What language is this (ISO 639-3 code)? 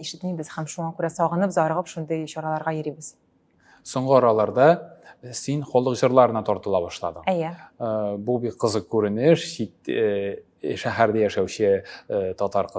tat